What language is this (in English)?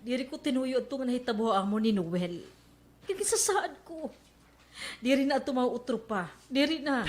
Waray